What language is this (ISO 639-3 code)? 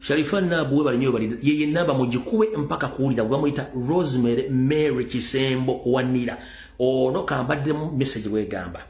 lug